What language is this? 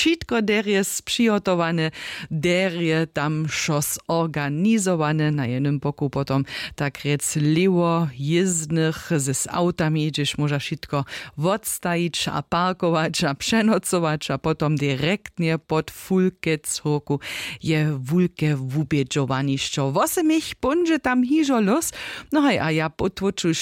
Upper Sorbian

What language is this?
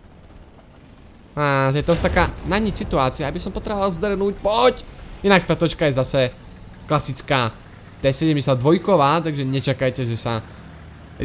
Slovak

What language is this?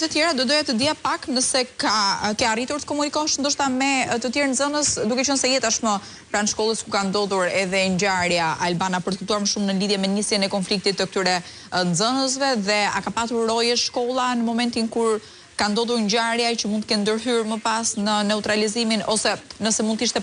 Albanian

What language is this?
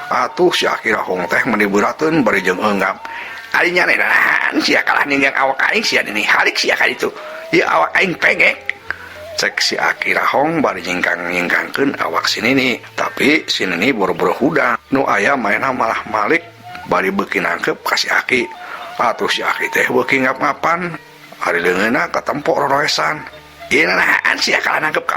Sundanese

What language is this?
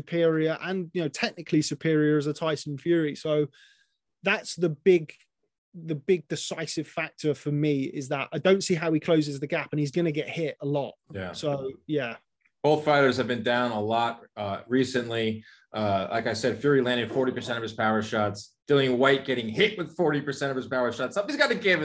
English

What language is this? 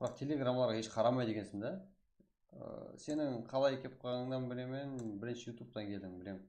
Kara-Kalpak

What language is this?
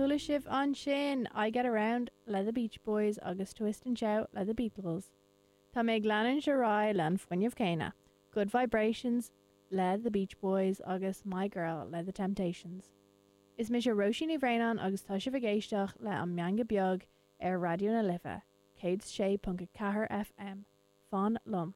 Irish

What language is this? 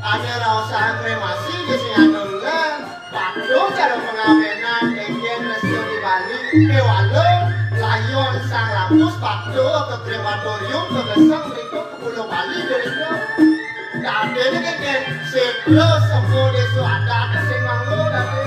Balinese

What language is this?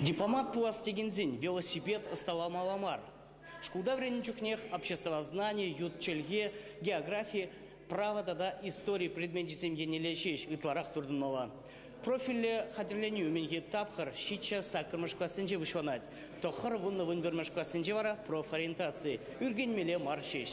Chuvash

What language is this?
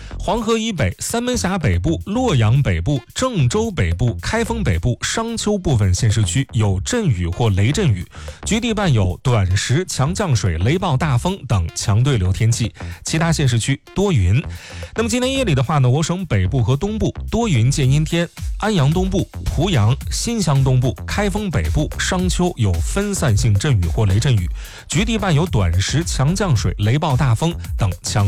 Chinese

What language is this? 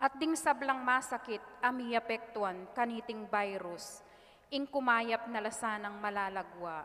Pampanga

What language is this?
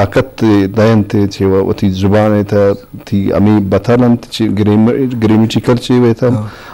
Eastern Balochi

